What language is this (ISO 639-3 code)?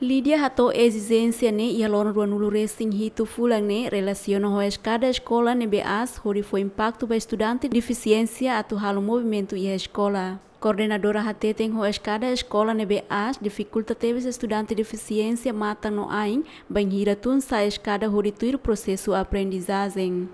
tet